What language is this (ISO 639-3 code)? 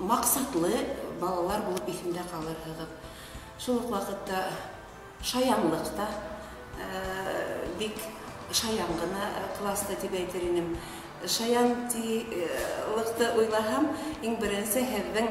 bak